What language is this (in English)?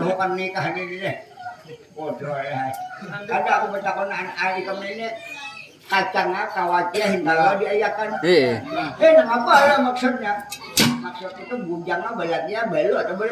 Banjar